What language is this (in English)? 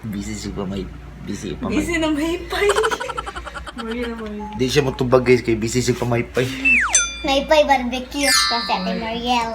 Cebuano